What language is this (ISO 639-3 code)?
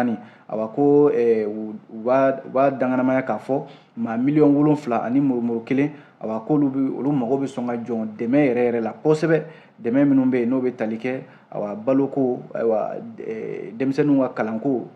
bam